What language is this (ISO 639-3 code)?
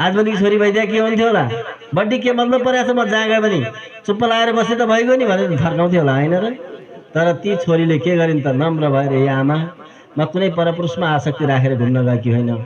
nep